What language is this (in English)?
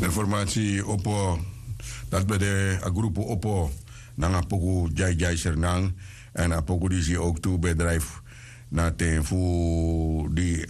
Sranan Tongo